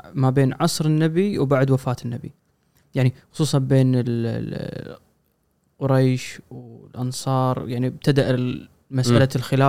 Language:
Gulf Arabic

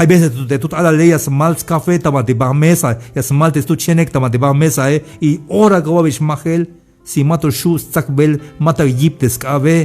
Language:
Tzeltal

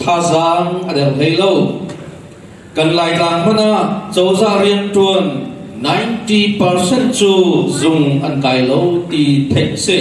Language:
Hakha Chin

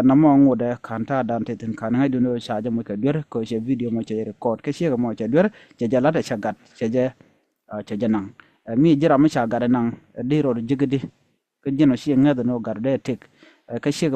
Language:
Nuer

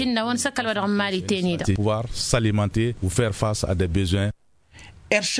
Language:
Tamasheq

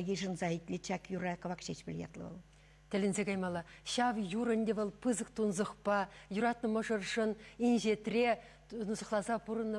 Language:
Chuvash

